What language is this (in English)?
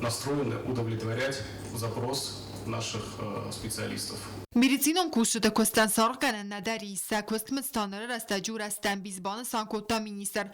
Ossetic